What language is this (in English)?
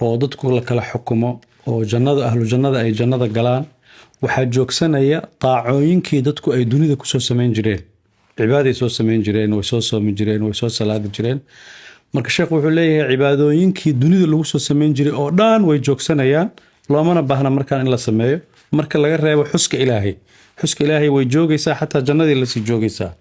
Somali